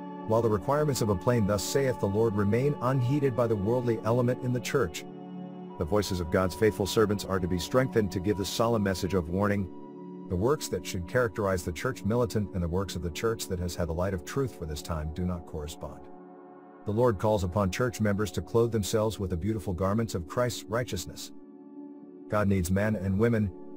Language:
English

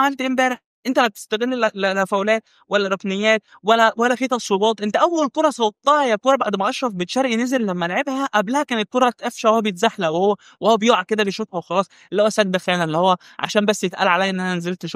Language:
Egyptian Arabic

